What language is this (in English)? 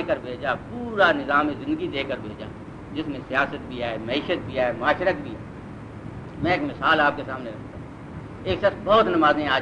Urdu